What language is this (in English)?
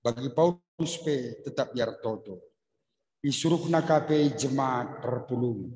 Batak Karo